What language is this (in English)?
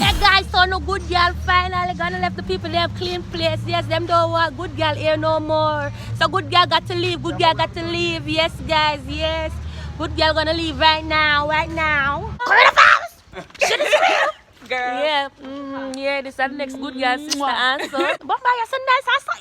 Jamaican Creole English